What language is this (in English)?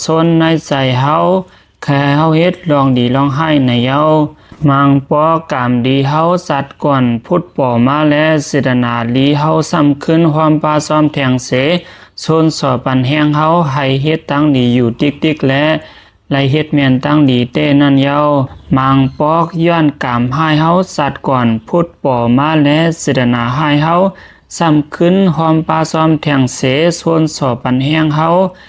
Lao